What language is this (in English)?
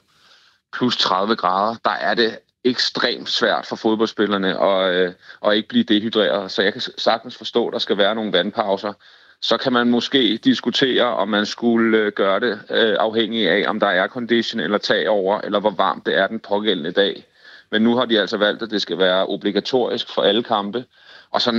Danish